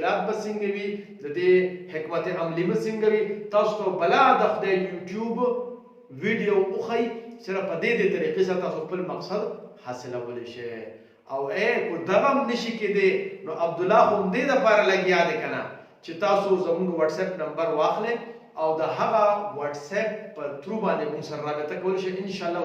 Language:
Pashto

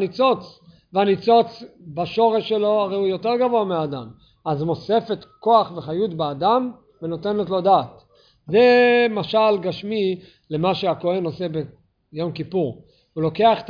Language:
Hebrew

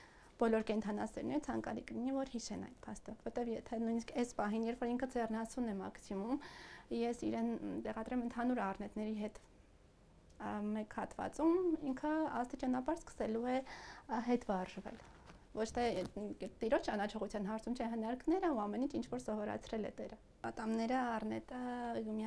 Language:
Armenian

